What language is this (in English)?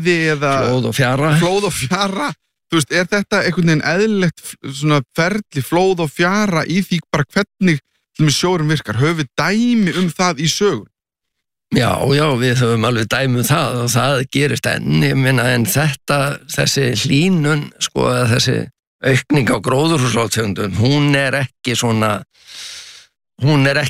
Icelandic